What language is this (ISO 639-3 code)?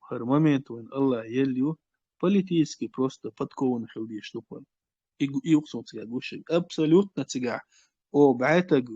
che